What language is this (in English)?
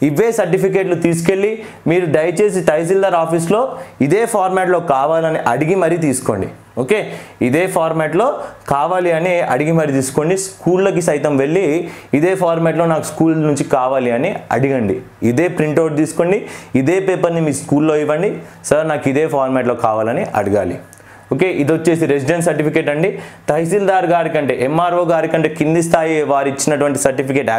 Telugu